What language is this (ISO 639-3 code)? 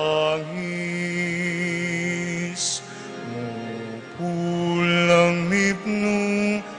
pam